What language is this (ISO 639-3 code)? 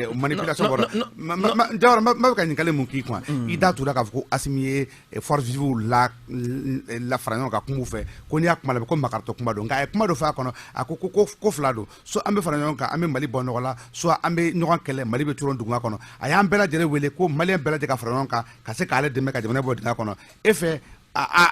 bam